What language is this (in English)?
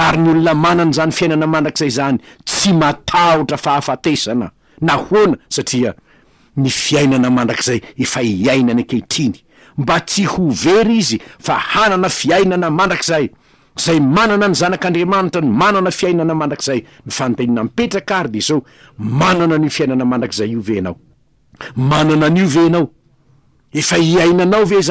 Malagasy